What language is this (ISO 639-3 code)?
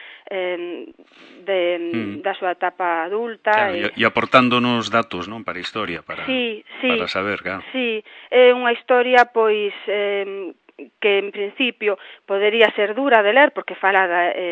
glg